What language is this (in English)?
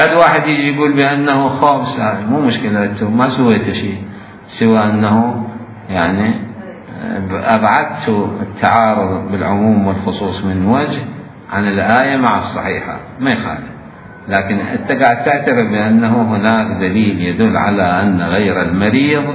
Mesopotamian Arabic